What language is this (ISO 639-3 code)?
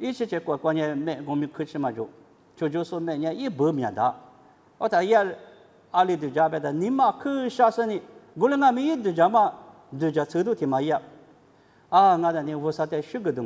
lis